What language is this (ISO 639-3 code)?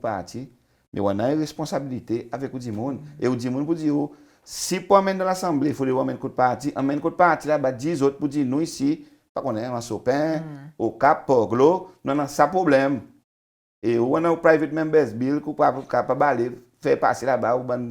crs